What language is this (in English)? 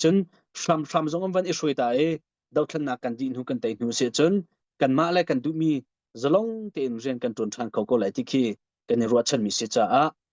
Hakha Chin